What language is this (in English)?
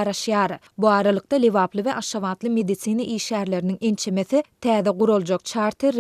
Turkmen